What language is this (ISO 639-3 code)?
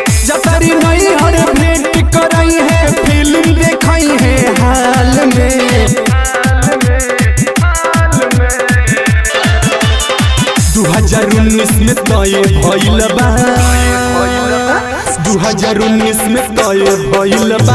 bho